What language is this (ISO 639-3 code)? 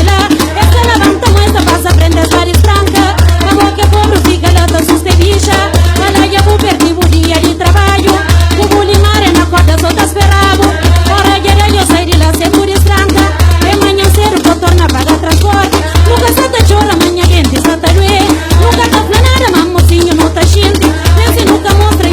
kea